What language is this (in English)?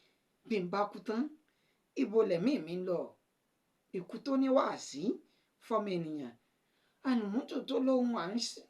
Yoruba